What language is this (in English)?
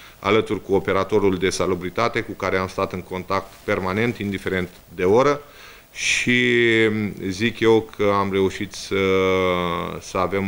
Romanian